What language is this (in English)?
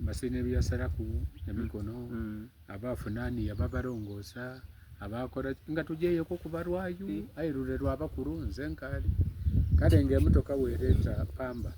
Soga